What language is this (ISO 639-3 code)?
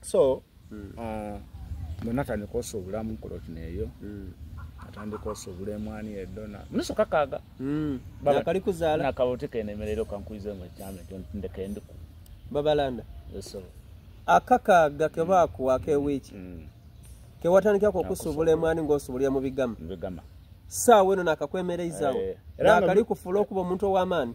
xog